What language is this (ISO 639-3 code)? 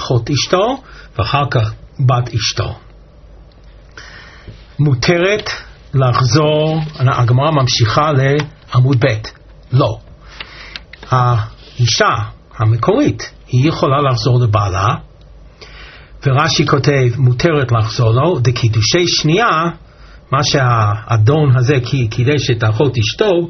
heb